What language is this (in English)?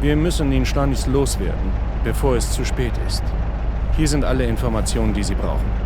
Bavarian